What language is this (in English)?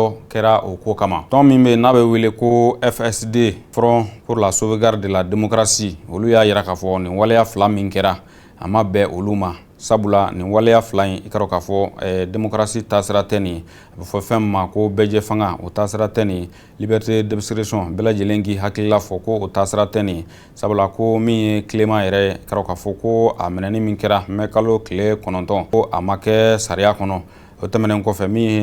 Bambara